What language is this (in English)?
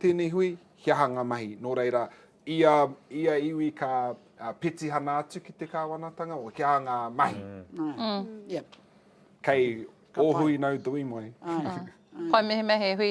Māori